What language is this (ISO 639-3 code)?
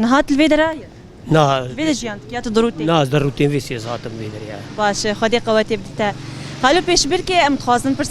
kur